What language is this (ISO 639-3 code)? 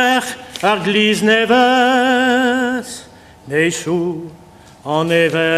bre